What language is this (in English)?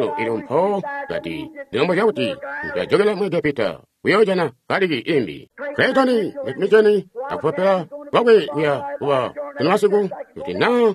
Tonga (Zambia)